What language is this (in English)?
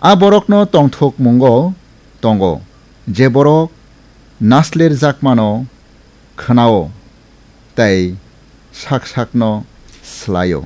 Kok Borok